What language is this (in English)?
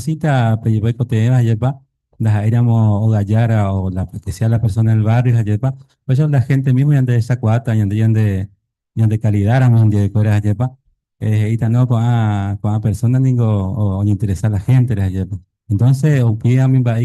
Guarani